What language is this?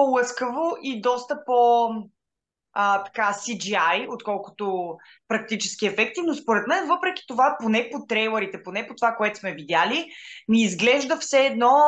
Bulgarian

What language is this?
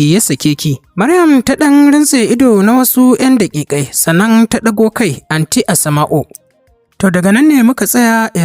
Hausa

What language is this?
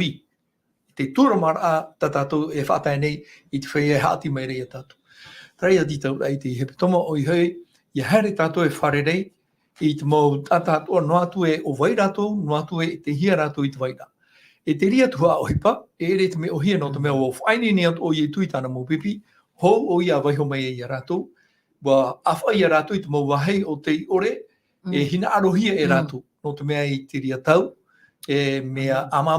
Tahitian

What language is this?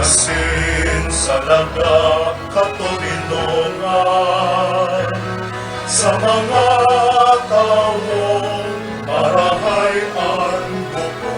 Bikol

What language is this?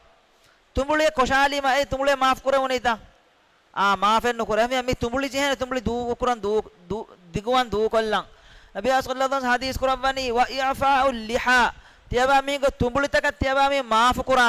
Divehi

